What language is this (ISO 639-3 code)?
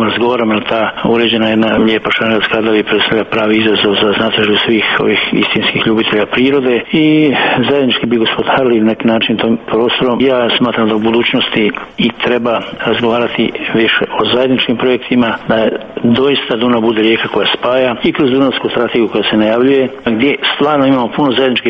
hrv